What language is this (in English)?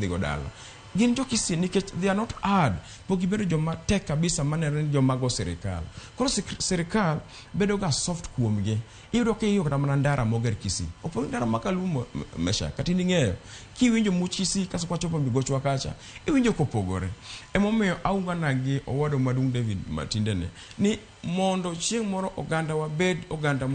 Luo (Kenya and Tanzania)